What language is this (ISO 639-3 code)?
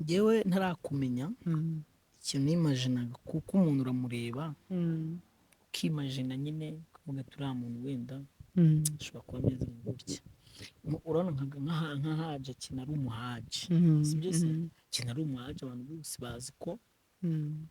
kin